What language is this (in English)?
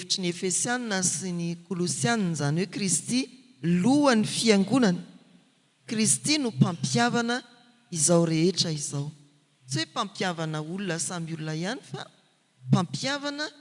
Malagasy